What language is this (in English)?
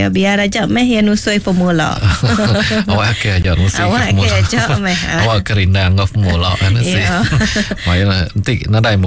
Iban